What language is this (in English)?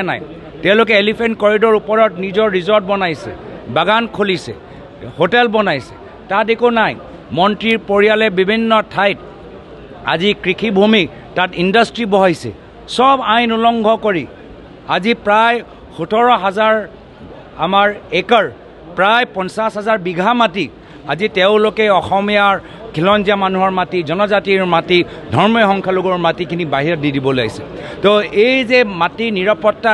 Assamese